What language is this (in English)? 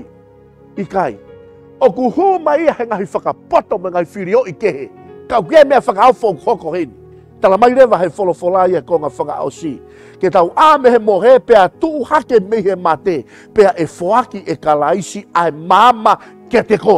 Tongan